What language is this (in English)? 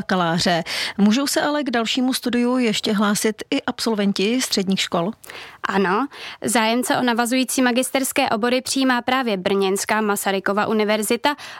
Czech